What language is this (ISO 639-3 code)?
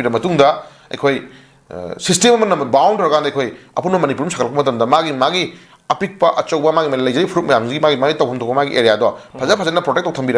mni